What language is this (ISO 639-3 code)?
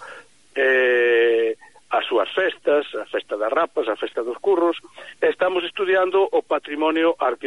glg